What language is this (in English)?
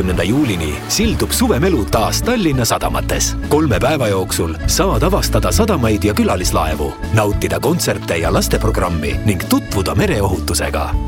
Estonian